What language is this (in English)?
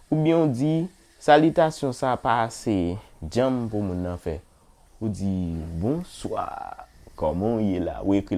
Haitian Creole